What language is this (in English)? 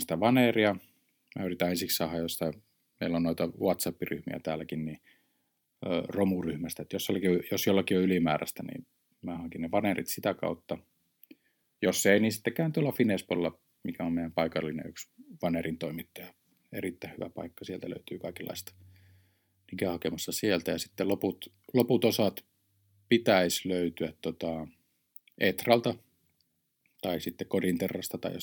Finnish